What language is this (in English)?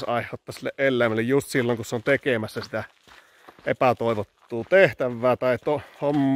Finnish